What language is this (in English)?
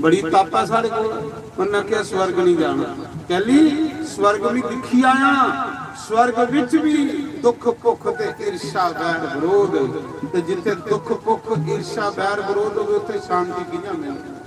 Dogri